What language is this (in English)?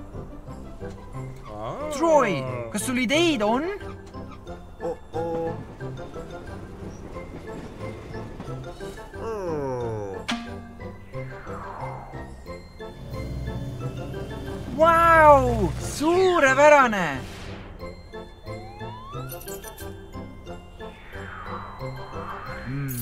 Estonian